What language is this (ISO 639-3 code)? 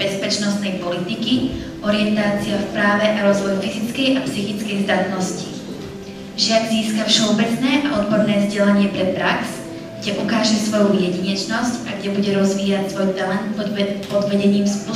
slk